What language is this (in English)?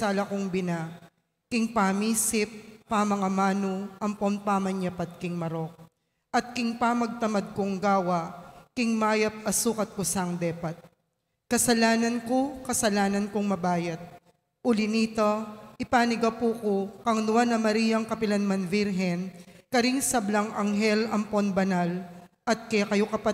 Pampanga